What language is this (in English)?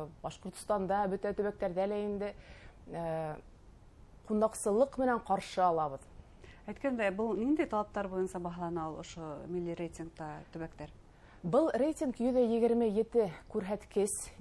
Bashkir